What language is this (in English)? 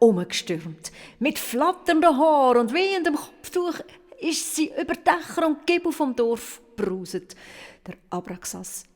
Swiss German